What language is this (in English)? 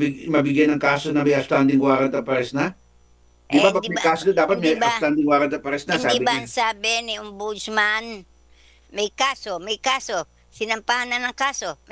Filipino